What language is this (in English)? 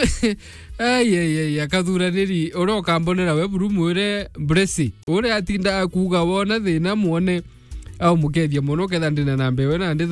Meru